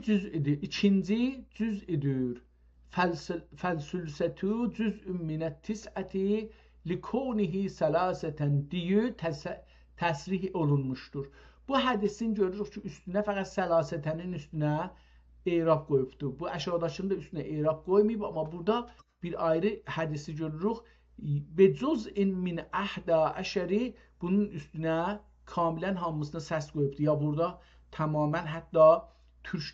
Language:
South Azerbaijani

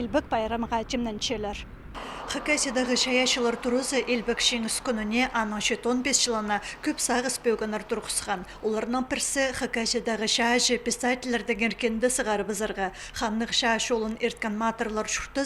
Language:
Khakas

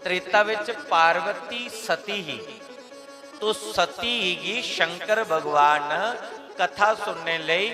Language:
Dogri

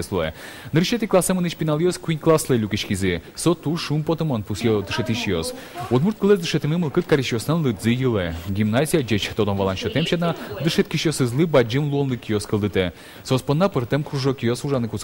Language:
Udmurt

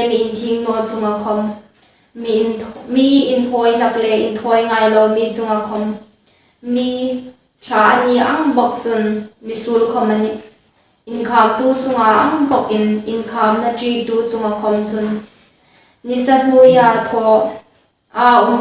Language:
Hmar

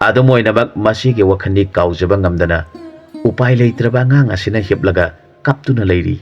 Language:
Manipuri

